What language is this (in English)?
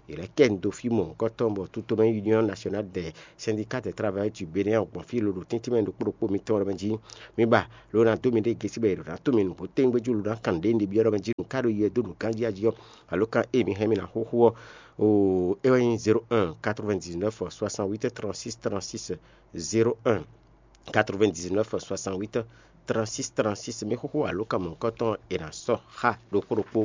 Fon